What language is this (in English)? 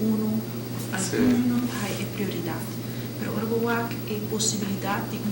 Papiamento